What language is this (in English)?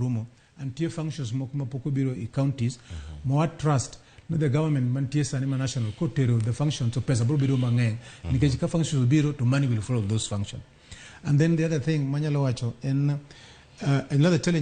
Luo (Kenya and Tanzania)